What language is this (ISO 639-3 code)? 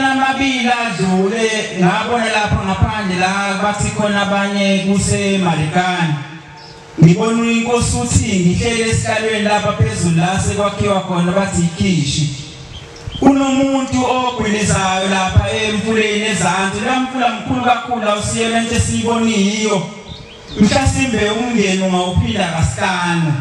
zul